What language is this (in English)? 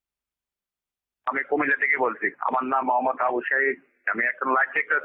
Bangla